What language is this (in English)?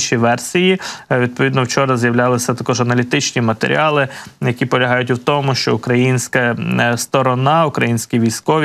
Ukrainian